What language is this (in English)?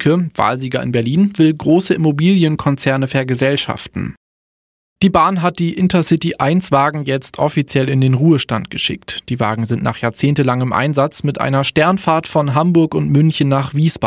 German